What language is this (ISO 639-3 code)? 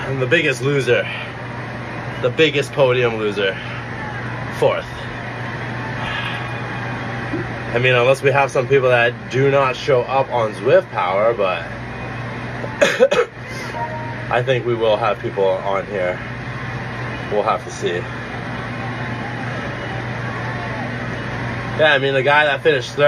eng